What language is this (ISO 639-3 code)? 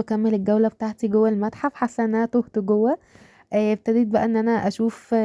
arz